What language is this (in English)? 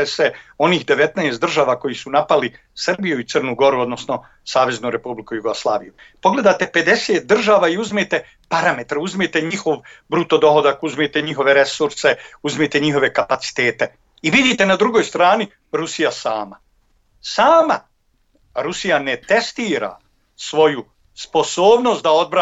Bosnian